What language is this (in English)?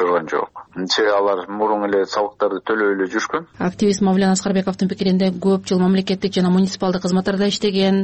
Kyrgyz